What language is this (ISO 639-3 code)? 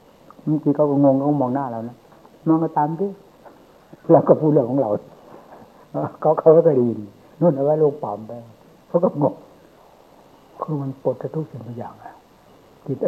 tha